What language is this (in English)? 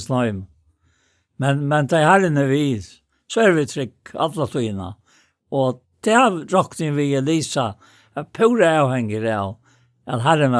Faroese